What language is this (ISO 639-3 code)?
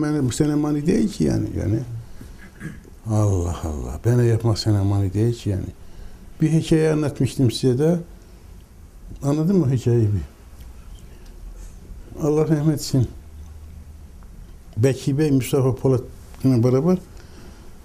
tur